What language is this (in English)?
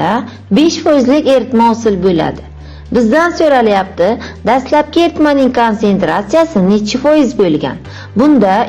Uzbek